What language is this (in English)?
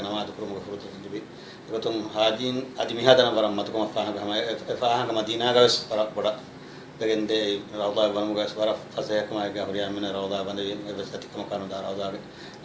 Divehi